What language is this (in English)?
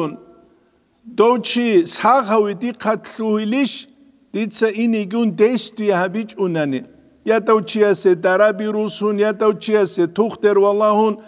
Avaric